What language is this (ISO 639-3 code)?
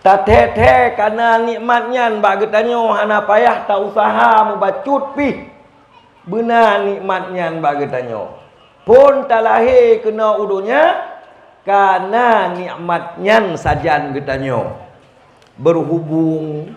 ace